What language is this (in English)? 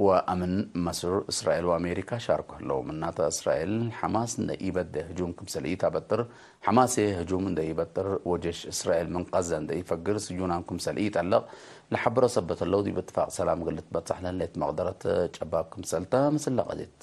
Tigre